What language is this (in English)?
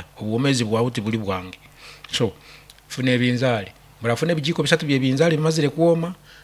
Nyankole